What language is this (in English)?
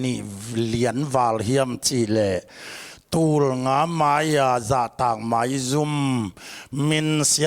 Tedim Chin